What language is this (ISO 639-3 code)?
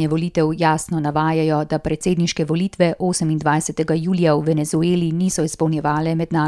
slv